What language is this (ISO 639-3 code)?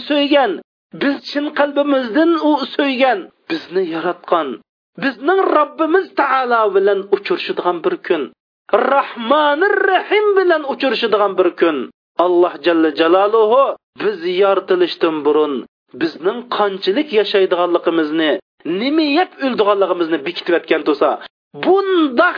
uig